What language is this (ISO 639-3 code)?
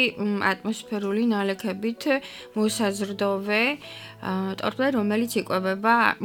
kat